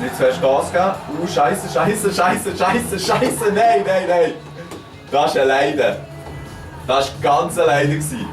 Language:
Swiss German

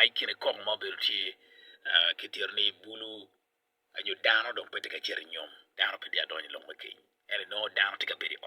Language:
Acoli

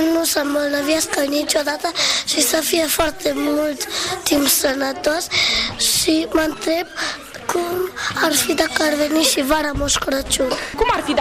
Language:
Romanian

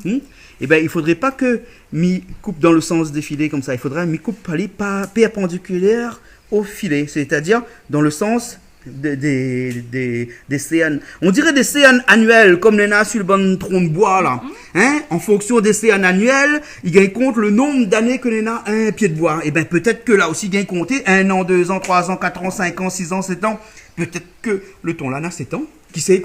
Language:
Réunion Creole French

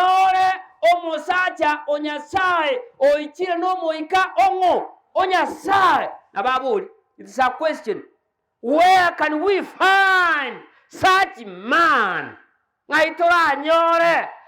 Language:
Gusii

